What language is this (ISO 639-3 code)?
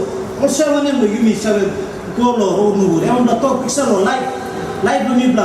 tpi